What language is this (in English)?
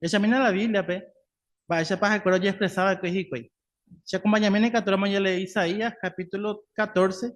Guarani